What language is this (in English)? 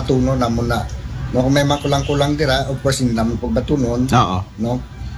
Aklanon